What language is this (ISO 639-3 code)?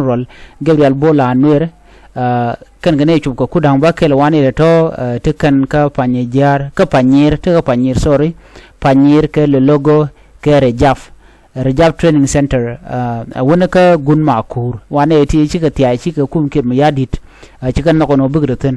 nus